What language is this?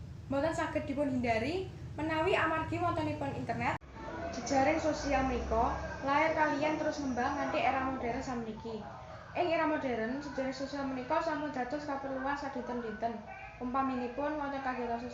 Javanese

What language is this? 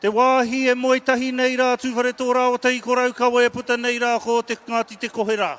Māori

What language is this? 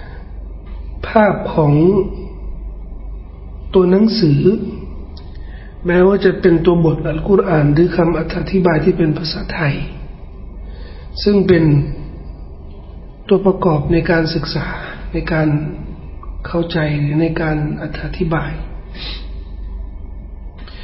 Thai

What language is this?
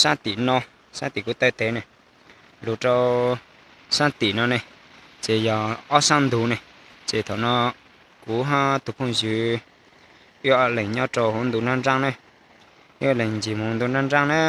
Hmong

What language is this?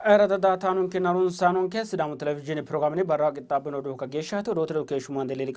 Sidamo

